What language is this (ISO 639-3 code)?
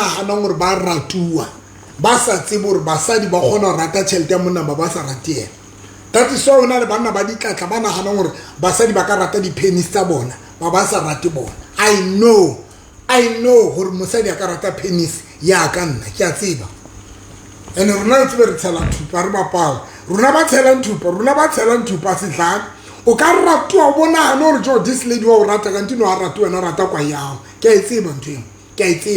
sot